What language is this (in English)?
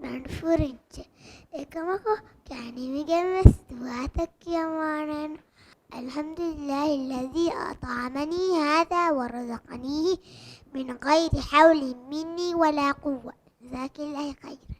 Divehi